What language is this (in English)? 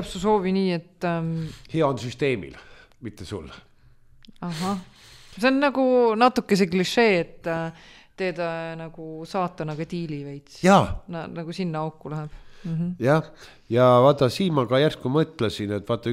Estonian